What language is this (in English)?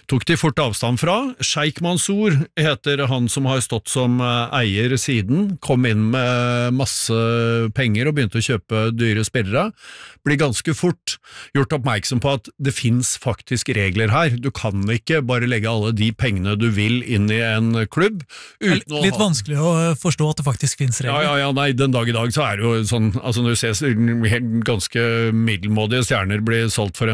Norwegian